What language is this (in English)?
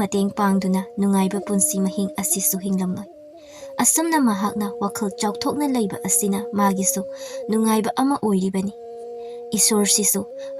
Manipuri